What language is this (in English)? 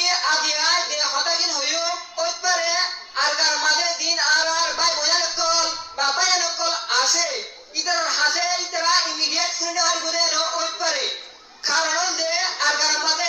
Rohingya